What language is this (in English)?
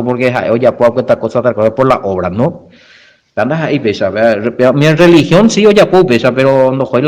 Guarani